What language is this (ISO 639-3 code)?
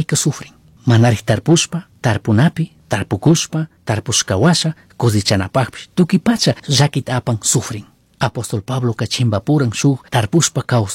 qug